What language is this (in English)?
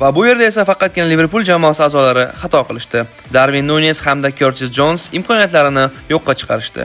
Uzbek